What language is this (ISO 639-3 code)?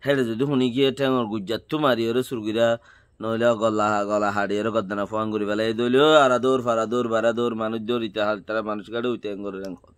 rhg